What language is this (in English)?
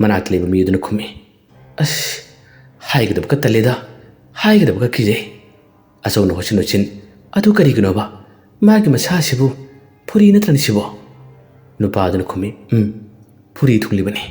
Manipuri